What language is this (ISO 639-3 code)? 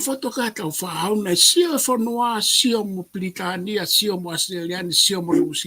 ton